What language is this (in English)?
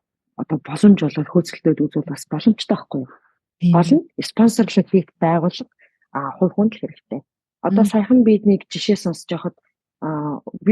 Mongolian